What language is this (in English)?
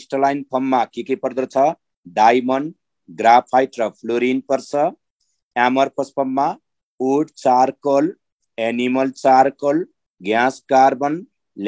Nepali